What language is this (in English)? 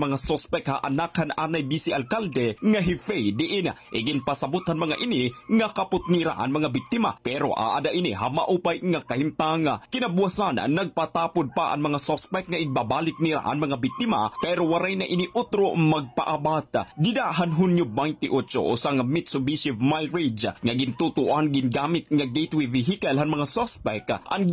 Waray